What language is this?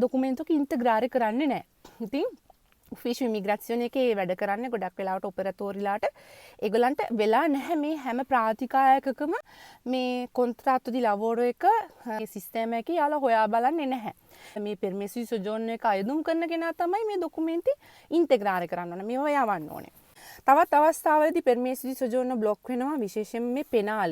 Sinhala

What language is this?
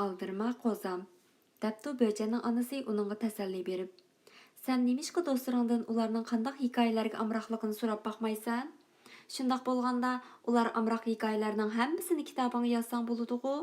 Uyghur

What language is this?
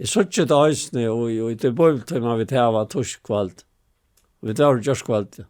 Faroese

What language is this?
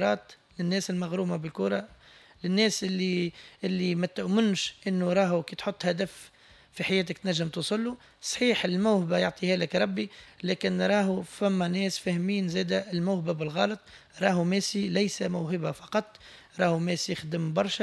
Tunisian Arabic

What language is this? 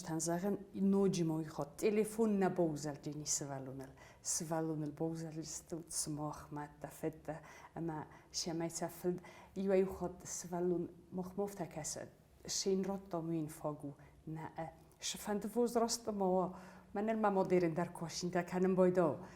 Ossetic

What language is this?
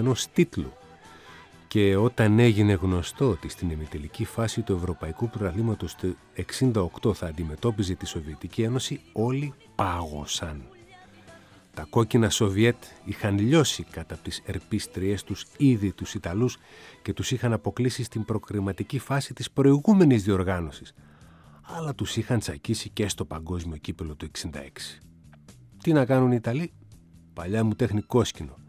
Greek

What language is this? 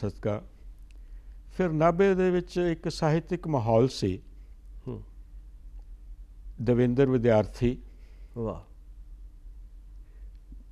Punjabi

